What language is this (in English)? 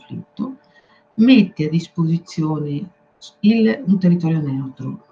Italian